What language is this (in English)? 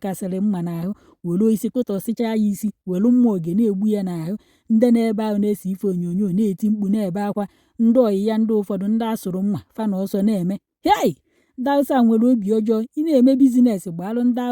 Igbo